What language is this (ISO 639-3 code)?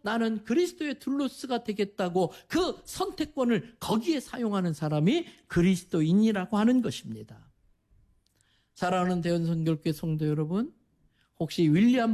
kor